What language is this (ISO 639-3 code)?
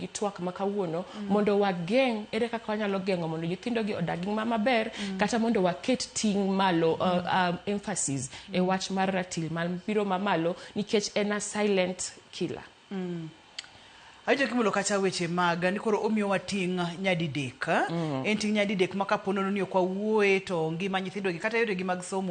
luo